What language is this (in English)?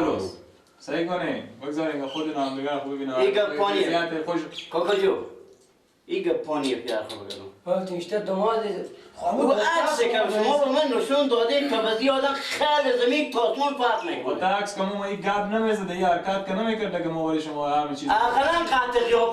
Persian